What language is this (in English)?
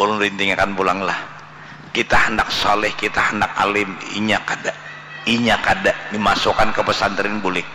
Banjar